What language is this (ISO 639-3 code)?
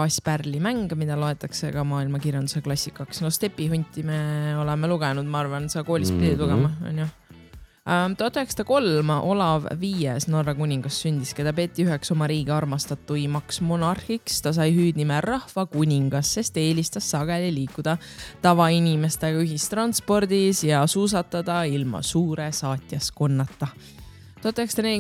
est